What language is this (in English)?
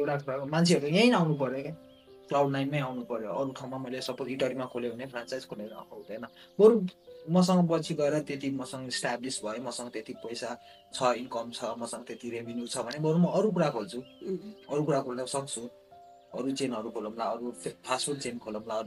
Nepali